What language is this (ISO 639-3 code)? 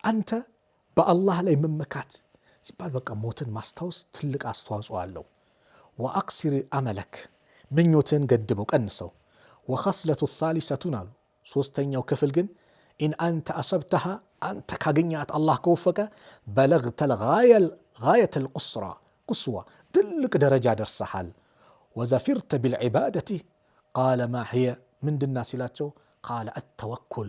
amh